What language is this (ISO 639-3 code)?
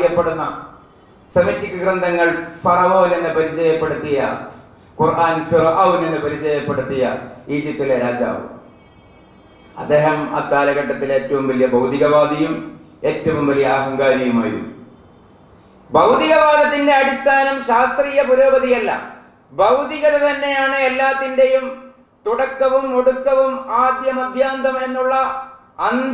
mal